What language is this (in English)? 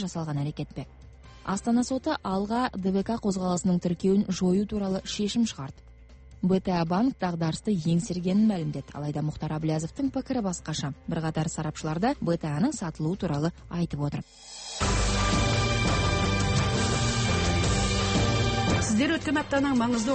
Kazakh